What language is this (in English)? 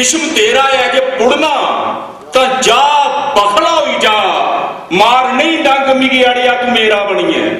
Dogri